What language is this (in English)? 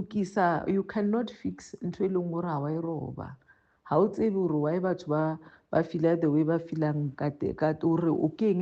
Southern Sotho